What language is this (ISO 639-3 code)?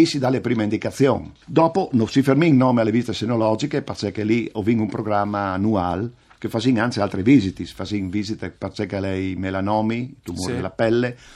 fur